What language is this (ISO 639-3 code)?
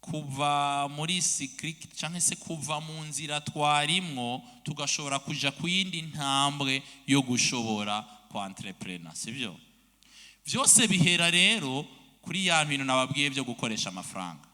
run